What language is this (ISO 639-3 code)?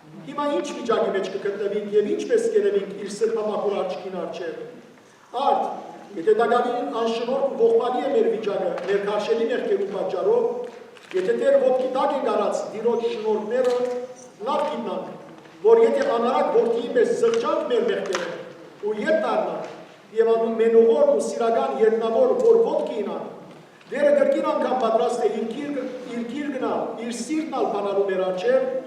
hyw